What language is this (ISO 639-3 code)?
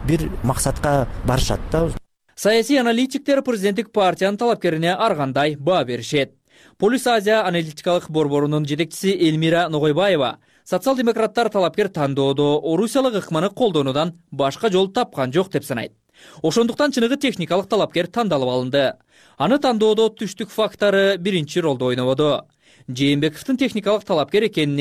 kir